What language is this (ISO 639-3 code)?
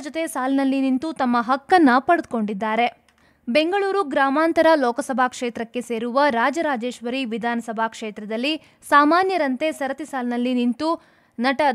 kan